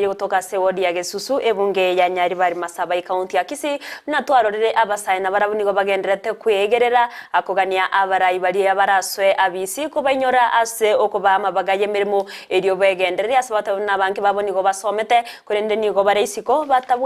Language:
Gusii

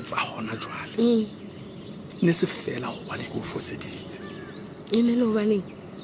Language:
Southern Sotho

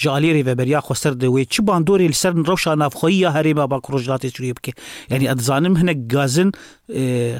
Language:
Kurdish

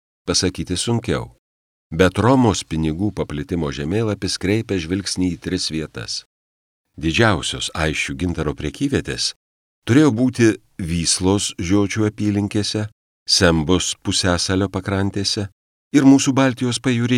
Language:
Lithuanian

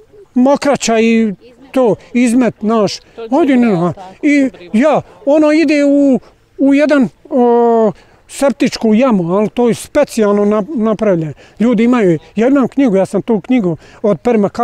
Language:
Bosnian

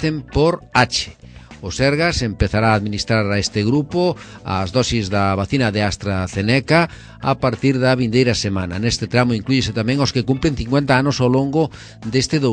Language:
Galician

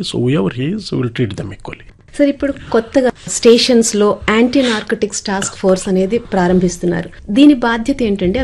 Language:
Telugu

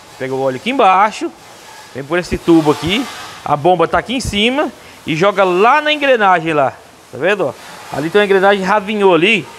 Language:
Portuguese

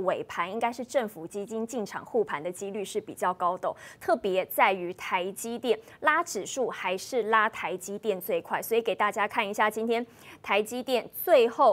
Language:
Chinese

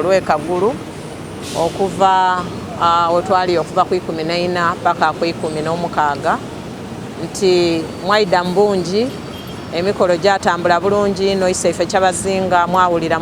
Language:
Soga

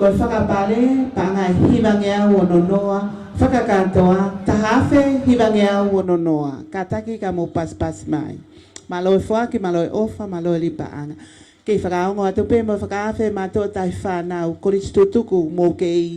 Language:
Tongan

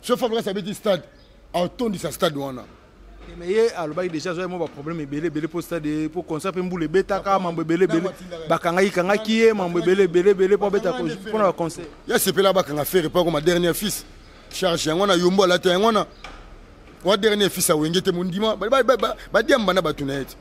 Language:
Lingala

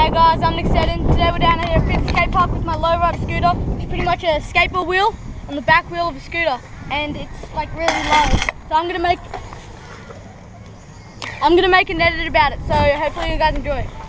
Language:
English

